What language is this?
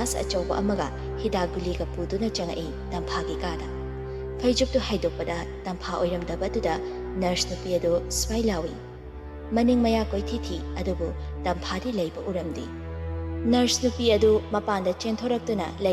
Manipuri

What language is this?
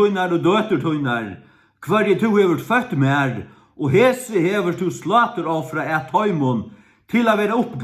Faroese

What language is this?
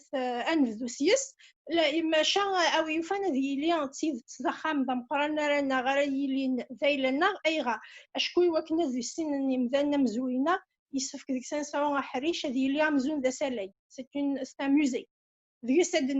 Kabyle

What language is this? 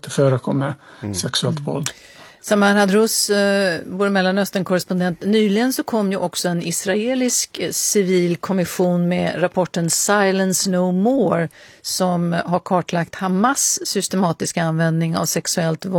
Swedish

